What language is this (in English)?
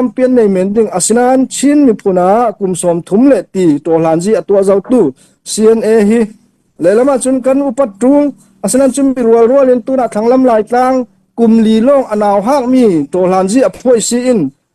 Falam Chin